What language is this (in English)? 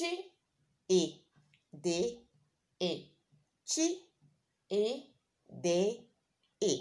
Igbo